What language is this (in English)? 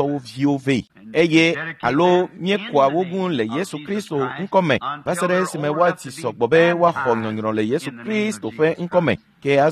Ewe